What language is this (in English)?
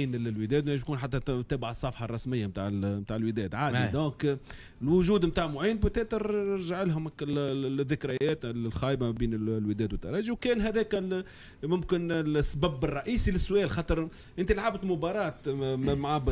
Tunisian Arabic